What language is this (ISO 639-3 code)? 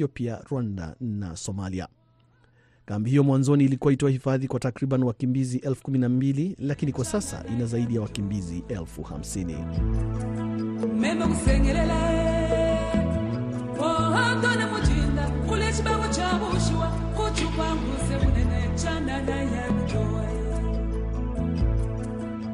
swa